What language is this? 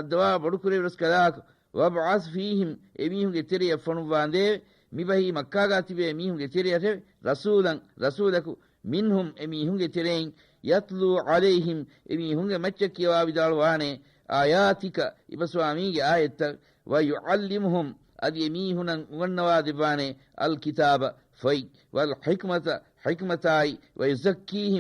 Divehi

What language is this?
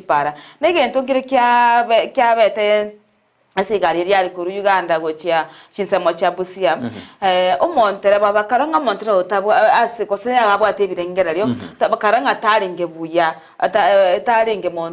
Gusii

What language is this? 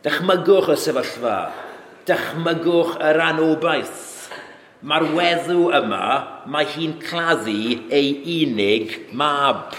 Welsh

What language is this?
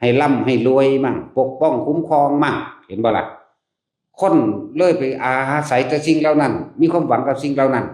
Northeastern Thai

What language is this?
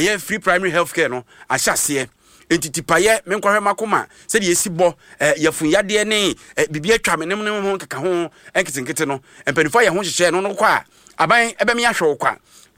Akan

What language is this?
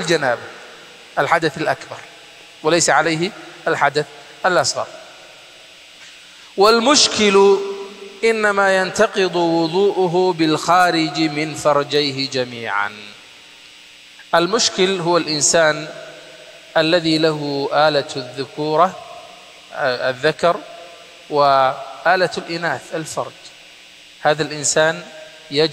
Arabic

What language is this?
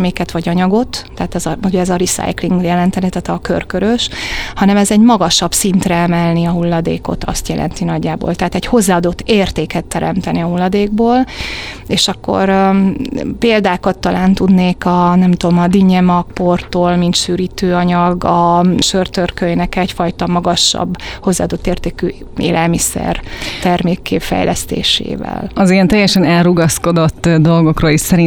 Hungarian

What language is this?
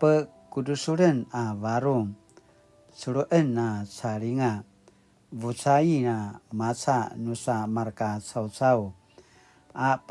Paiwan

